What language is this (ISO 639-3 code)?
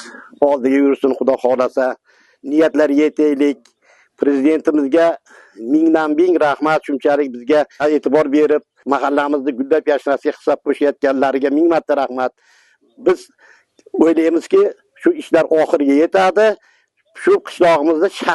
uzb